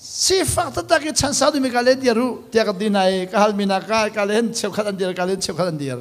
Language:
Hakha Chin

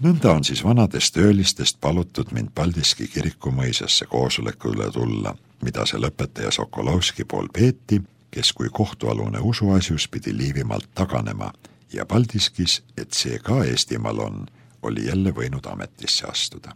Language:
Estonian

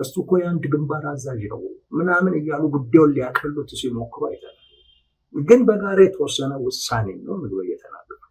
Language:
Amharic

